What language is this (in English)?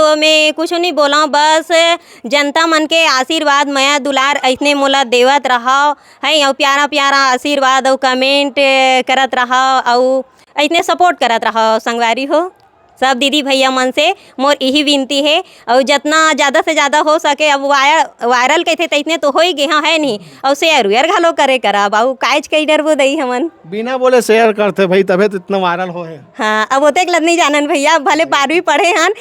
Chhattisgarhi